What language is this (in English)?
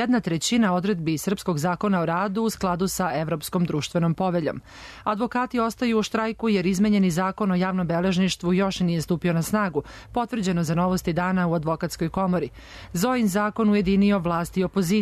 Serbian